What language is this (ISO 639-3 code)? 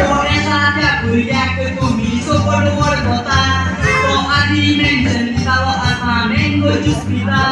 kok